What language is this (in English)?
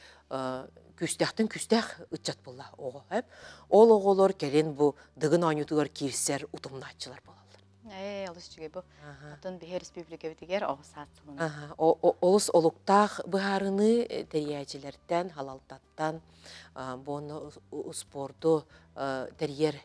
Yakut